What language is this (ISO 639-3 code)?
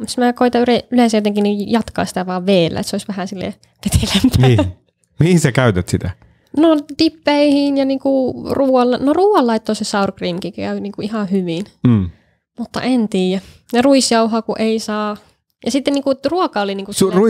fin